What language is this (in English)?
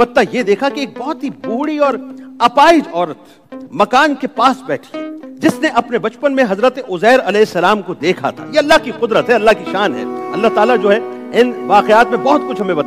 Urdu